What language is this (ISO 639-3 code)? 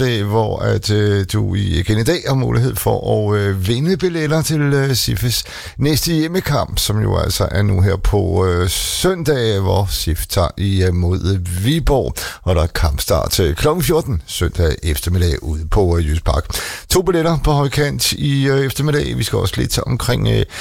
dan